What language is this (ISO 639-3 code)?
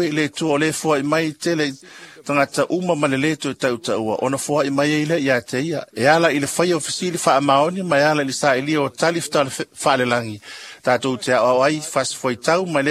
smo